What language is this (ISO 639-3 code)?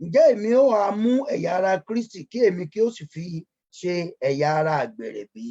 yor